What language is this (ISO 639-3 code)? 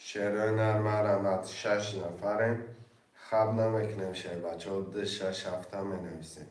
tgk